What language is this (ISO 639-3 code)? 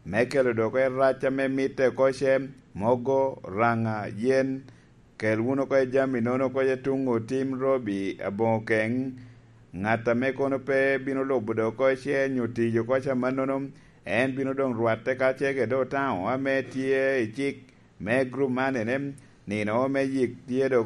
laj